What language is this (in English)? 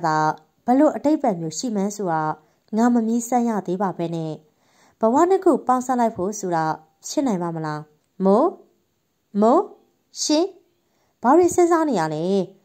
Burmese